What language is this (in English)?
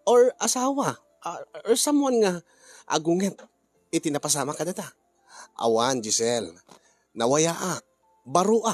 Iloko